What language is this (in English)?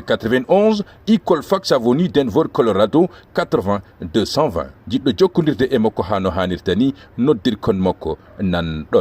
Fula